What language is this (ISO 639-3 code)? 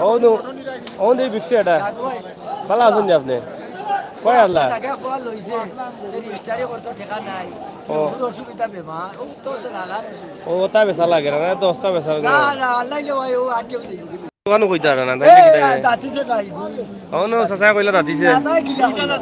syl